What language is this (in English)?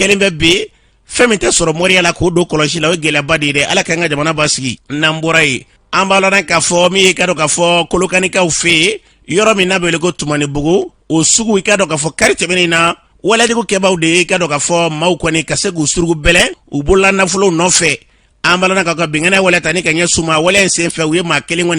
Bambara